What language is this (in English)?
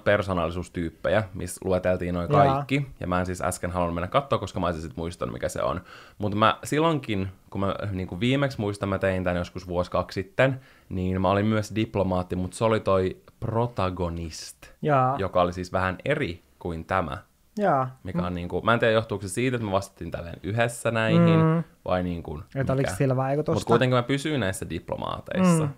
Finnish